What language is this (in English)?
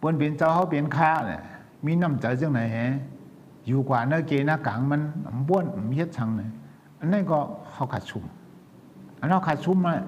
Shan